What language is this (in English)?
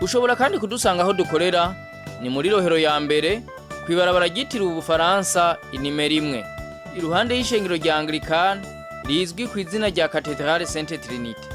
Rundi